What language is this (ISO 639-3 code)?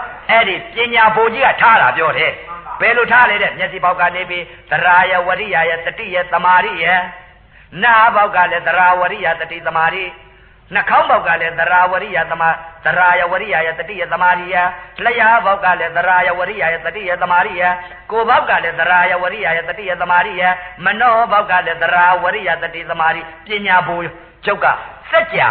mya